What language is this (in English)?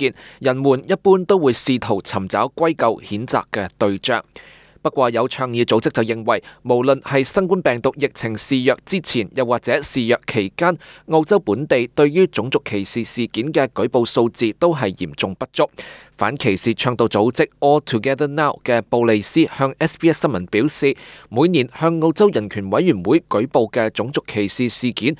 Cantonese